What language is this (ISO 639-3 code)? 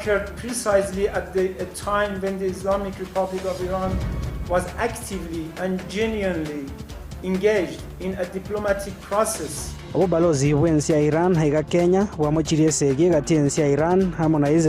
guz